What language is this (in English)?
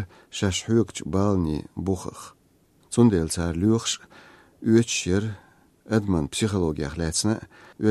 Chechen